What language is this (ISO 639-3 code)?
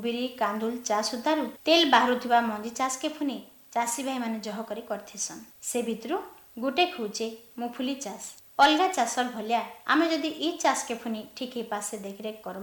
ori